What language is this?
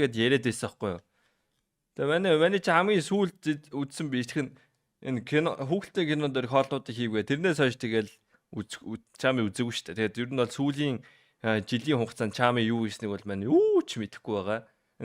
Mongolian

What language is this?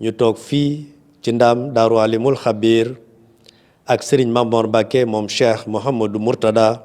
Wolof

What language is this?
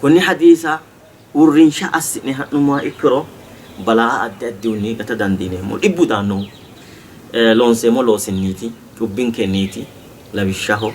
Sidamo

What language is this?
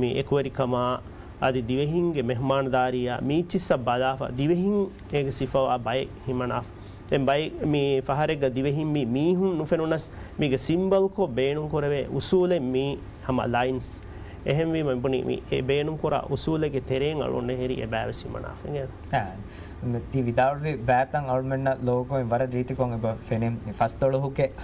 Divehi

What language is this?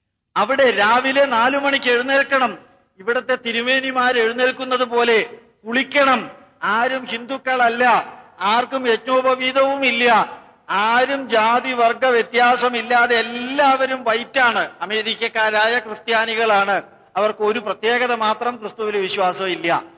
Malayalam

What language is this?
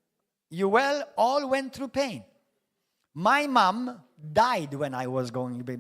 English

